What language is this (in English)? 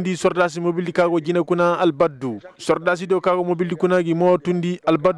Koyraboro Senni